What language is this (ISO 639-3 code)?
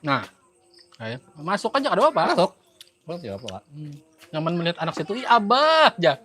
bjn